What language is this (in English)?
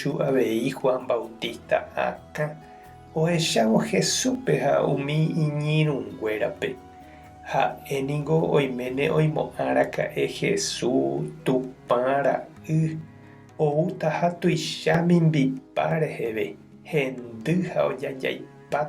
Guarani